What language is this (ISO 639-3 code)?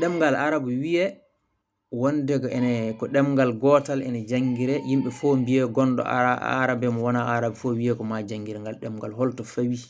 ful